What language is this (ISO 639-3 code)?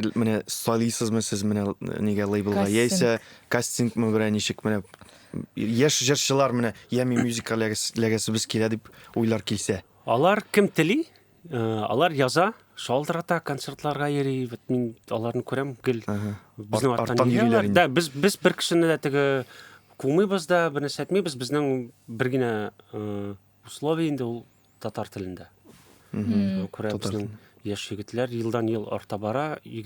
tat